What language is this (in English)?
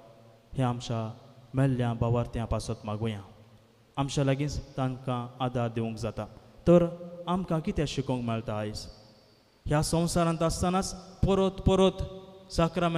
Konkani